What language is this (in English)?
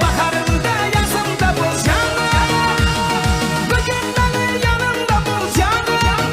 Kara-Kalpak